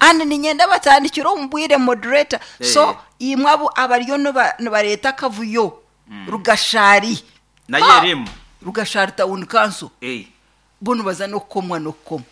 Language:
Nyankole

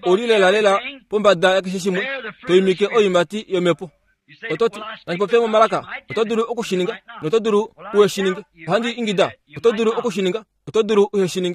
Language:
Kuanyama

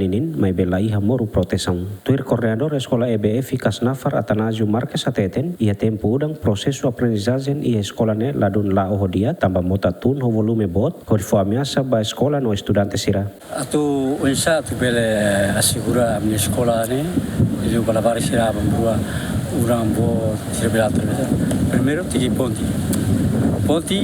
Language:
Tetum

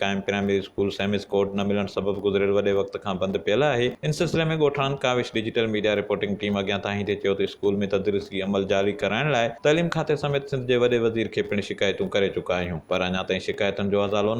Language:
Sindhi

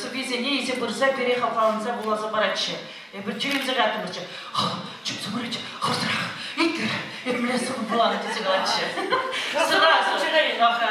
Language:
Chuvash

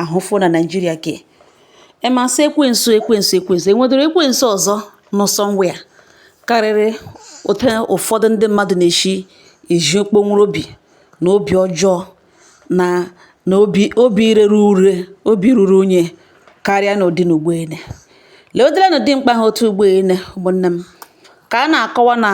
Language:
Igbo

